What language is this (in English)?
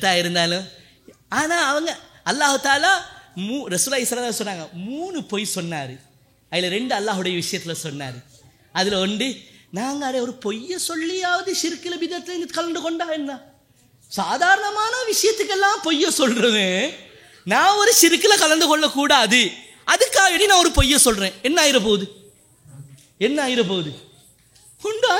Tamil